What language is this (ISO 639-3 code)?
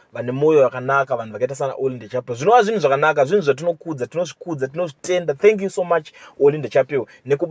sna